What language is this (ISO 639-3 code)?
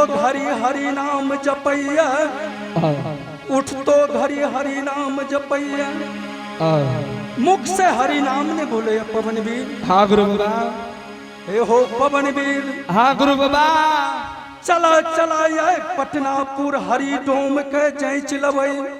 anp